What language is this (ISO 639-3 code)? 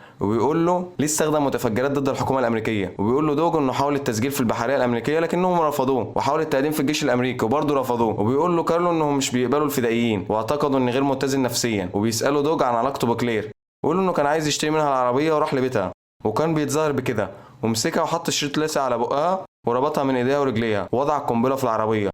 arz